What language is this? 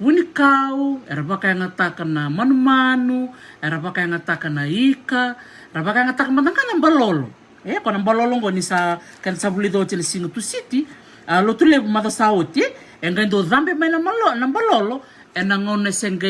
Fijian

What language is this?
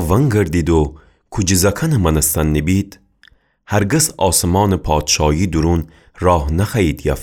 Gilaki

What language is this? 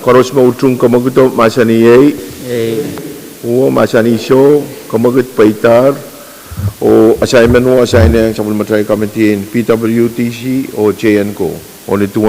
Pohnpeian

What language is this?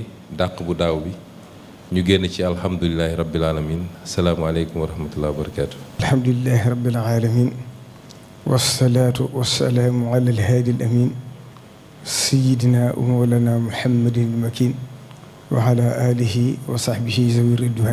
Wolof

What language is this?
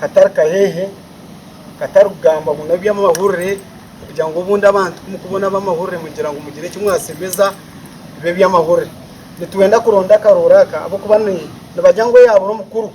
Nyankole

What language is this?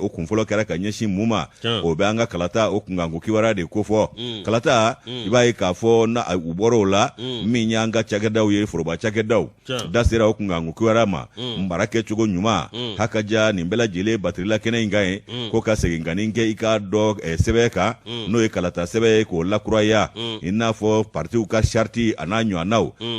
Bambara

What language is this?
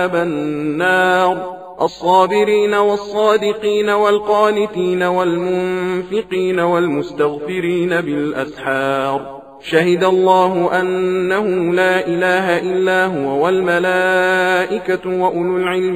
Arabic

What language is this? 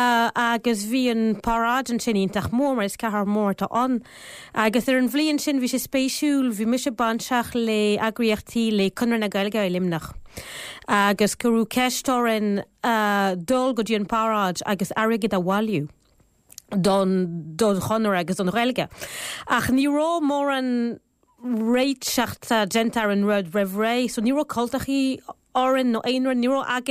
Irish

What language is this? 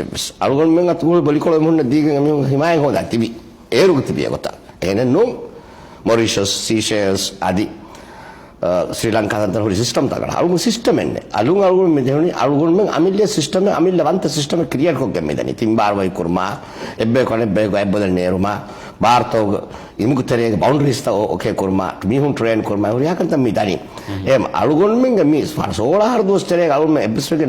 Divehi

